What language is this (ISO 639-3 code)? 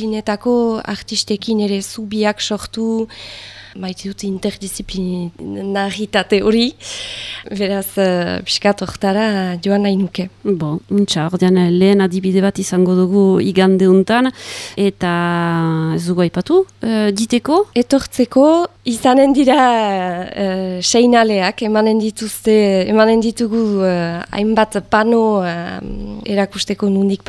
eus